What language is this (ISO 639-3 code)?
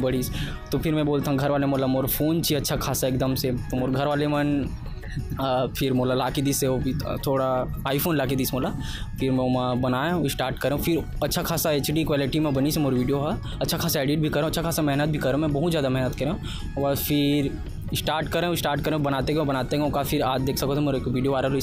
hne